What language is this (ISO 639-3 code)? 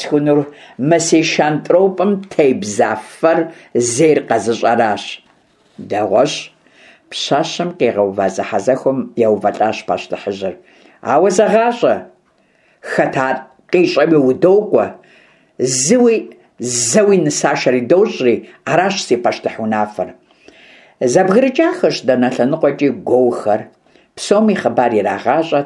kbd